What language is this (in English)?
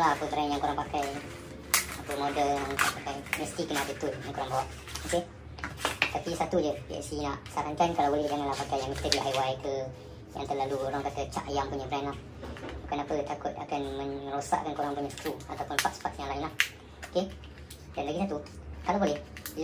Malay